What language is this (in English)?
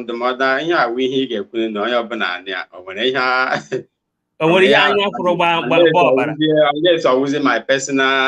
Igbo